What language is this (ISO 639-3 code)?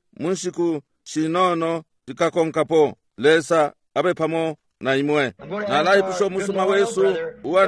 bem